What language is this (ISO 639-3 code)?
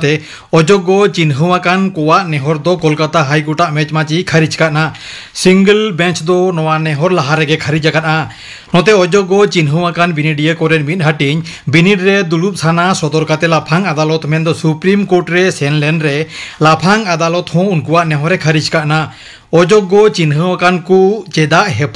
sat